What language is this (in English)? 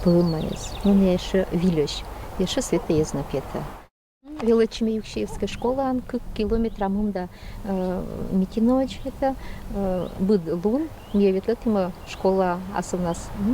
Komi-Permyak